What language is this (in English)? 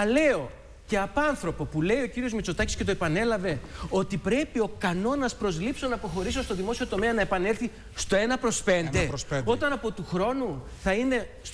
Greek